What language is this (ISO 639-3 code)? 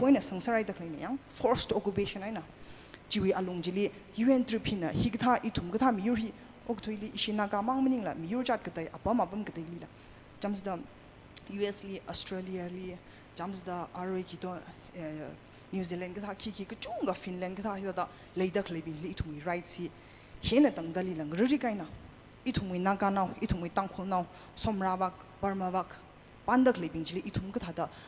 nmf